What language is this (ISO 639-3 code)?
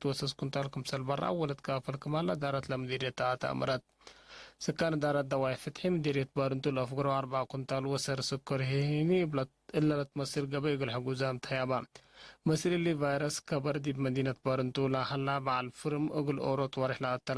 tig